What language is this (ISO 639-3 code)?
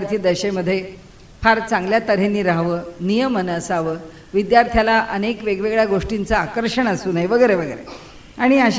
mar